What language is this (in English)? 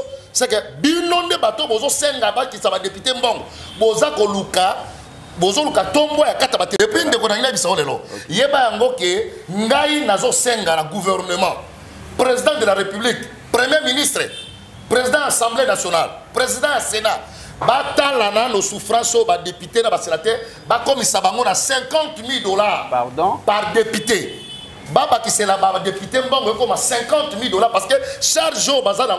Lingala